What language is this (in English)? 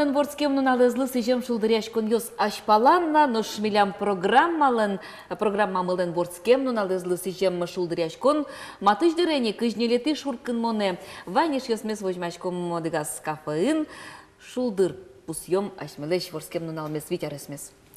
Udmurt